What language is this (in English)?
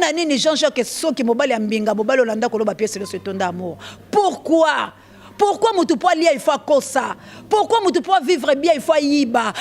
Lingala